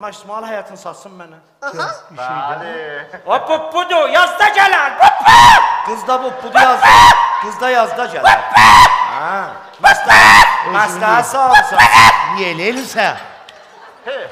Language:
South Azerbaijani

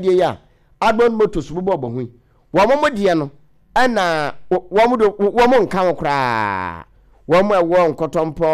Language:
Akan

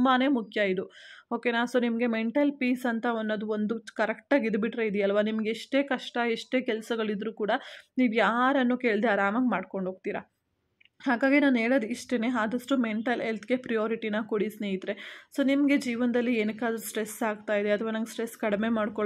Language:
Kannada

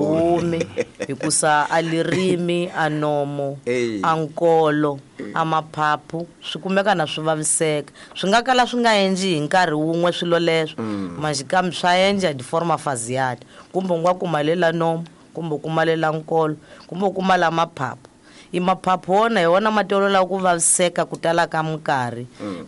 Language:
Tsonga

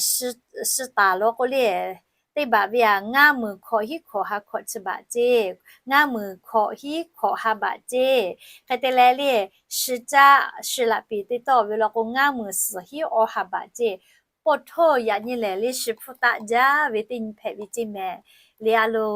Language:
Lahu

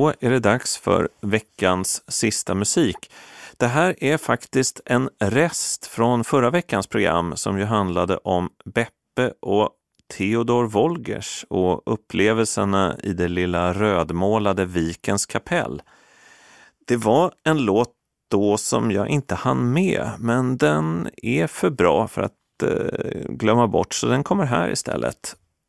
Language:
Swedish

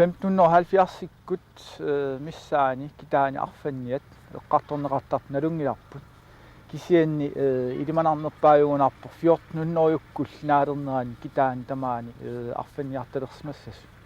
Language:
Kalaallisut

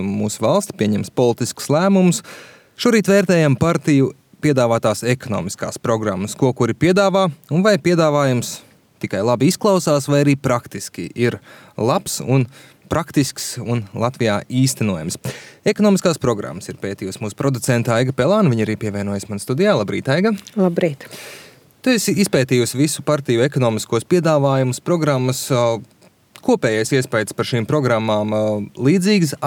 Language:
Latvian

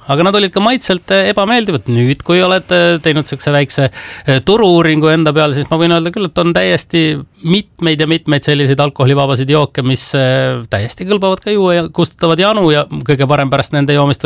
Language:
Estonian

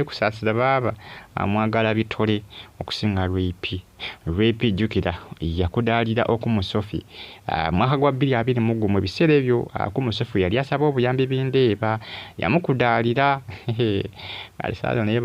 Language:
Ganda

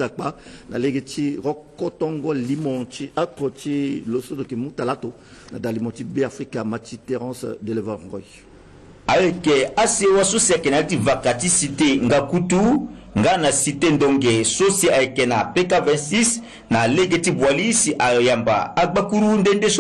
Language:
Sango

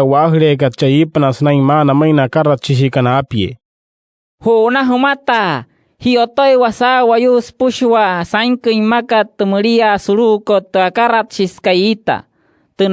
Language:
Wayuu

